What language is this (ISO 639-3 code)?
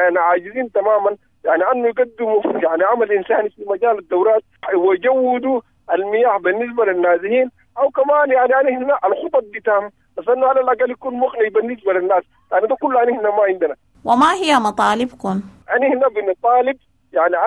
apd